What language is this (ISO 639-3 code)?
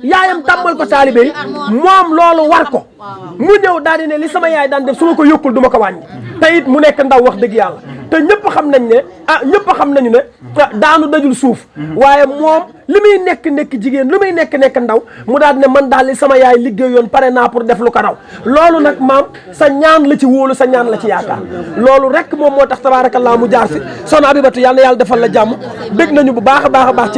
wol